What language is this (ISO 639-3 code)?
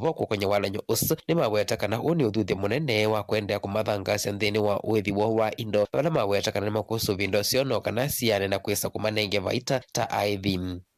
kam